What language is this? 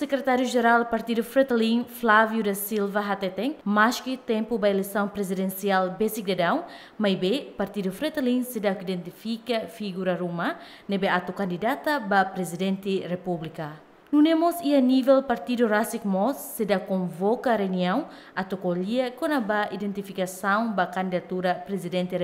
Tetum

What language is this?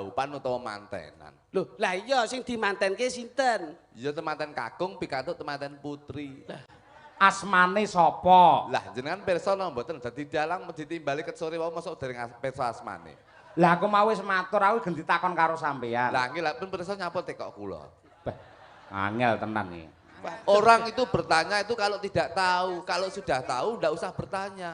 Javanese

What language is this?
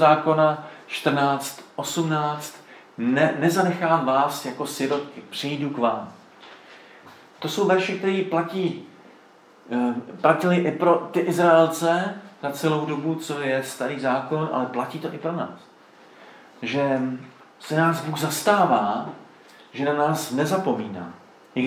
Czech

